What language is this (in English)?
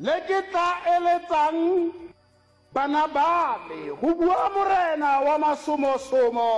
Northern Sotho